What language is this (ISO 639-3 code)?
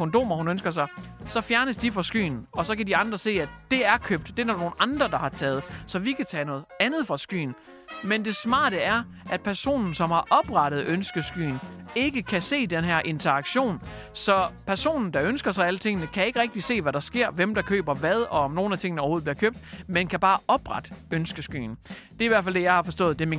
dan